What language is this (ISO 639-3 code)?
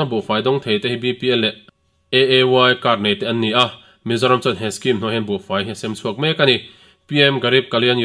lus